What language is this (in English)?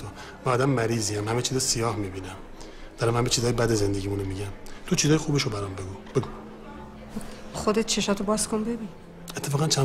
Persian